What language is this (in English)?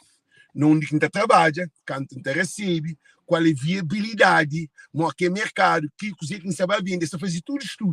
Kabuverdianu